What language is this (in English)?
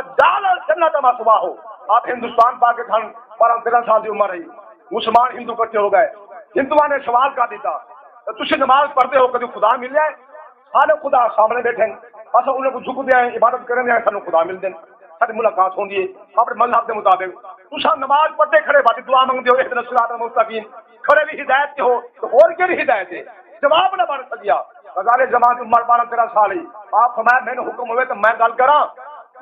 Saraiki